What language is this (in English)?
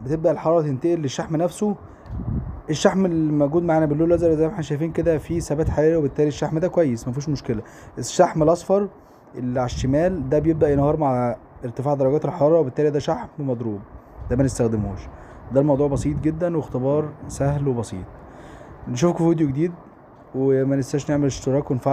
Egyptian Arabic